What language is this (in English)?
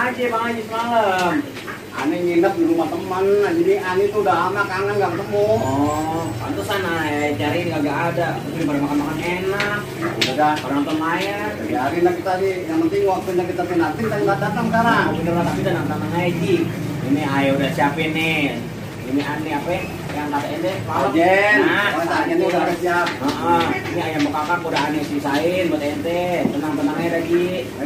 Betawi